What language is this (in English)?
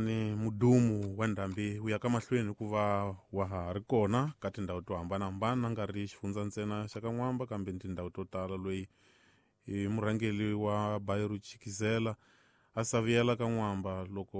Tsonga